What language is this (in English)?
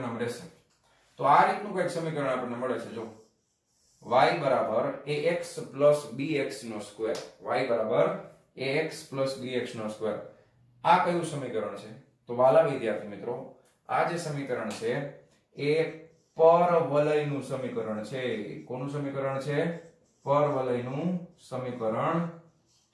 Gujarati